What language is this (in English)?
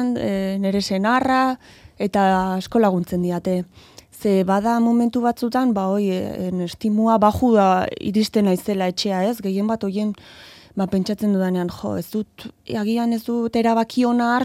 Basque